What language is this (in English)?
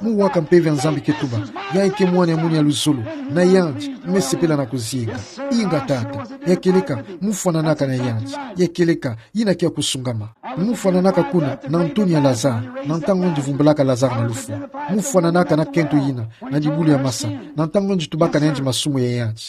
Kituba (Democratic Republic of Congo)